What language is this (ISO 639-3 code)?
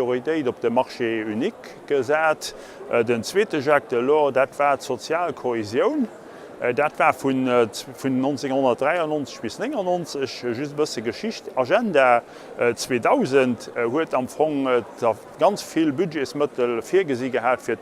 ltz